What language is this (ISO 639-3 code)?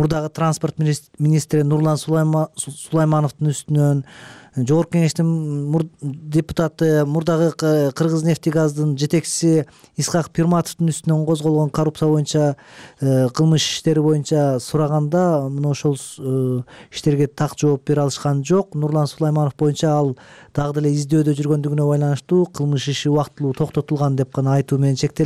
kir